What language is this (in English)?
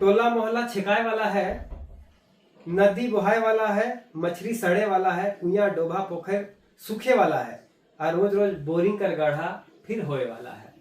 Sadri